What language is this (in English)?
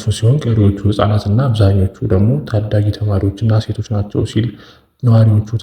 Amharic